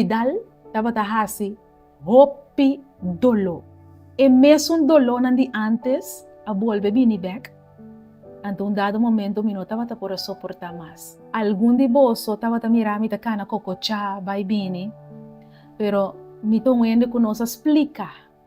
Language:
Papiamento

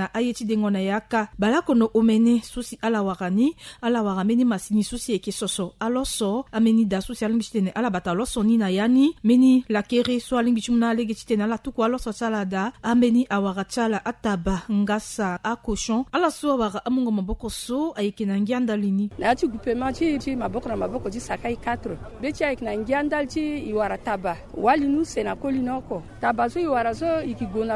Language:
Sango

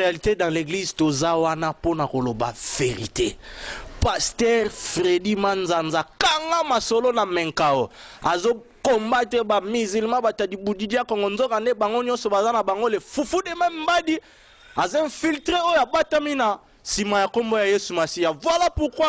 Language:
Lingala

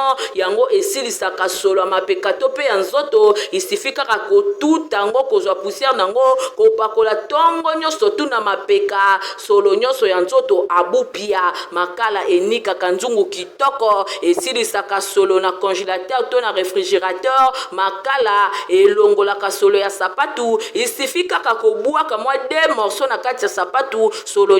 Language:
Lingala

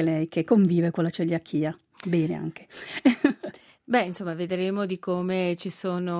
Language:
Italian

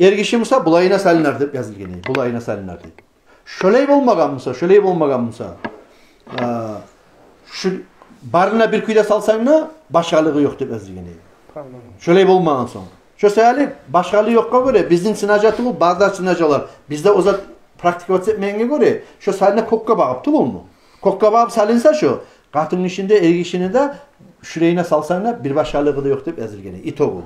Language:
Kumyk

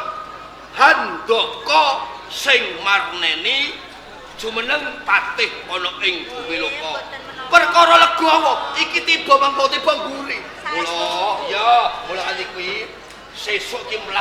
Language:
Javanese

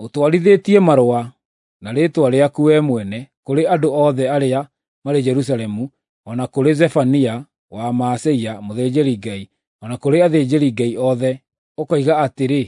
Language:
Kikuyu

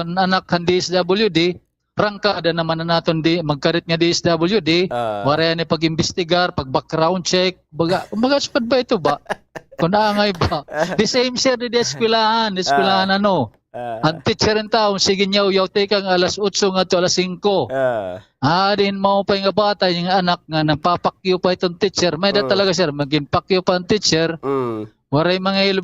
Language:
Waray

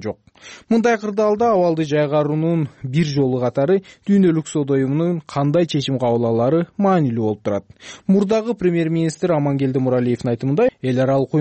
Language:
Kyrgyz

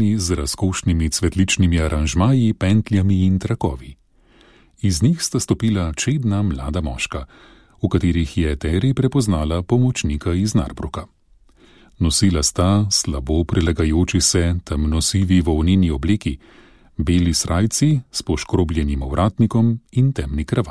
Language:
Slovenian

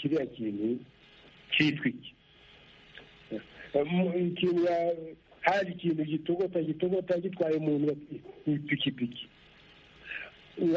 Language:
Kinyarwanda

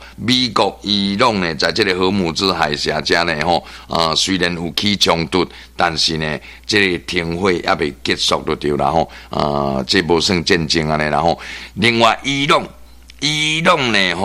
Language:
Min Nan Chinese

